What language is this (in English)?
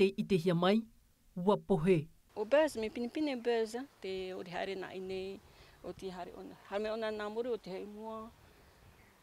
Tahitian